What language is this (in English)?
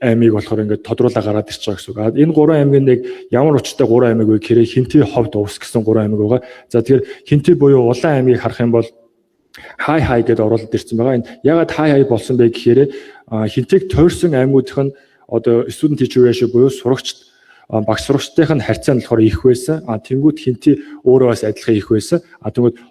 Mongolian